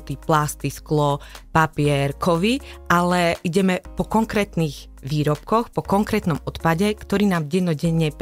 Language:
Slovak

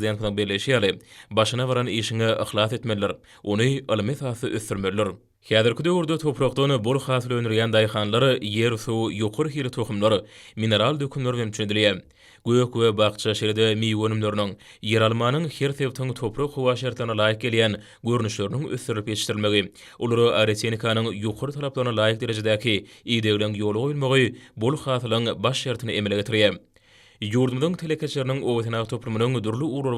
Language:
Turkmen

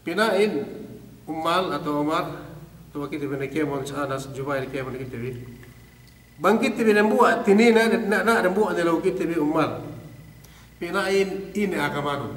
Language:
Yakan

